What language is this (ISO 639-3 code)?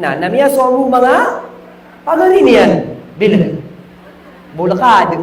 mrw